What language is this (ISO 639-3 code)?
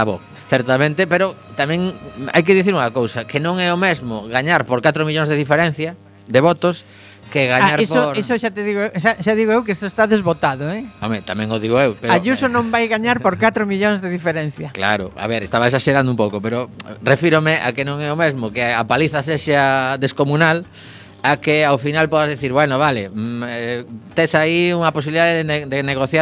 glg